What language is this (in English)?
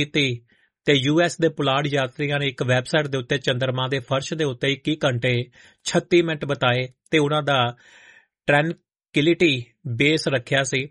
Punjabi